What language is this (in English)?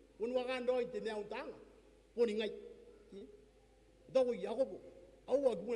Gilbertese